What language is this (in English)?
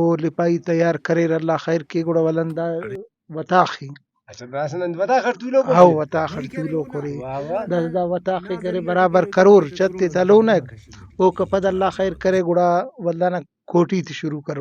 Brahui